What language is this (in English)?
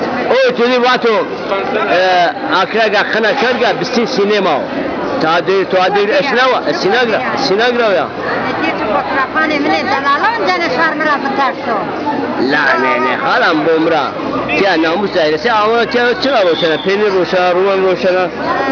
Zaza